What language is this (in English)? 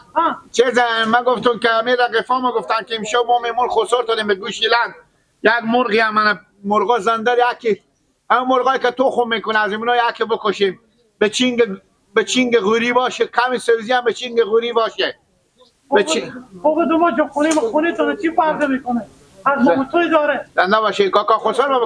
Persian